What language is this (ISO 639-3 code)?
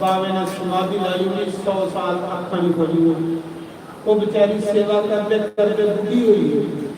doi